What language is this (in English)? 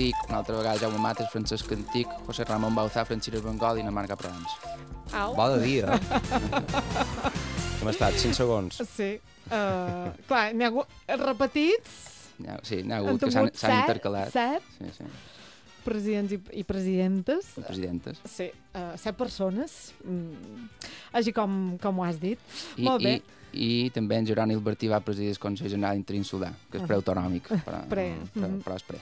Catalan